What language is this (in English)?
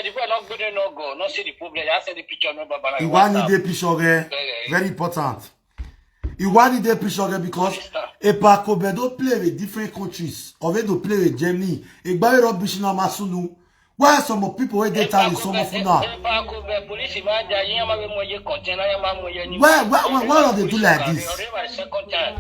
Nigerian Pidgin